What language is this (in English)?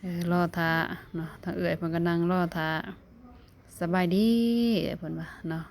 Lao